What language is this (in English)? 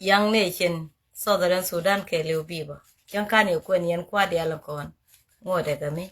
Nuer